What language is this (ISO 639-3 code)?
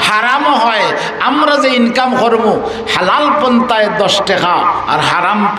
syl